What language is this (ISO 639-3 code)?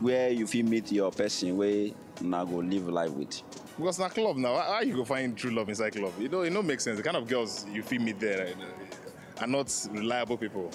pcm